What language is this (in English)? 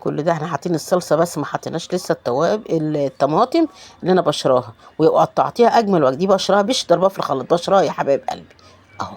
Egyptian Arabic